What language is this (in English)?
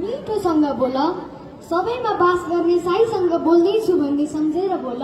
Nepali